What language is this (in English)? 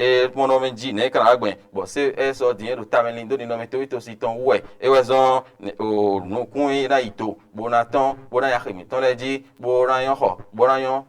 Fon